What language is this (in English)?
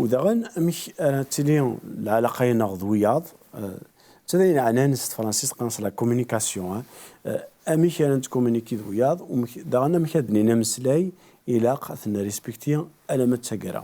Kabyle